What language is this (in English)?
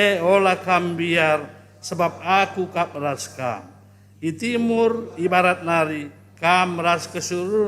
Batak Karo